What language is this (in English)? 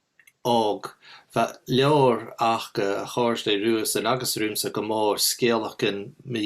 Scottish Gaelic